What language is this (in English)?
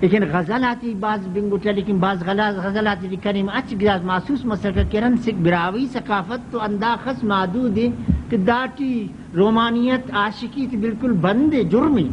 Brahui